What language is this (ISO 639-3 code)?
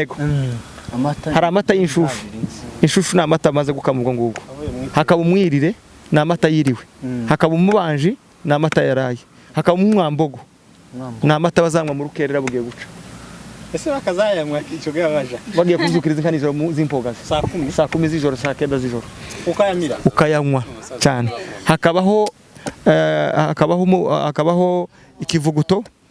run